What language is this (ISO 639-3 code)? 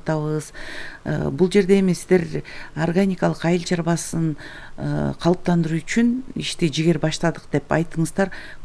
kir